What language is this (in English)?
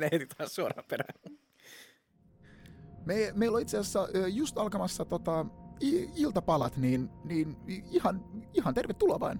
Finnish